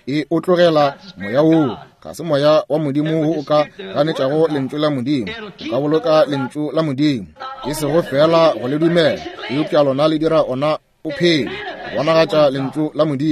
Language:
Northern Sotho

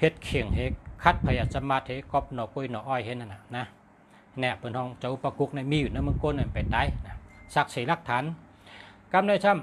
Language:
Shan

